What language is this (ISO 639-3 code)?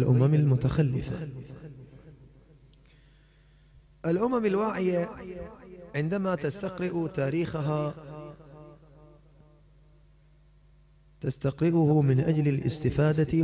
ara